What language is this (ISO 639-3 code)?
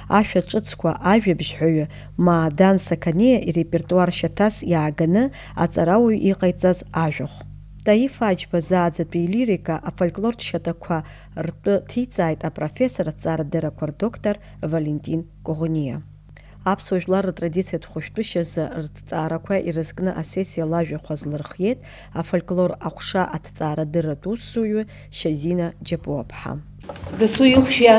abk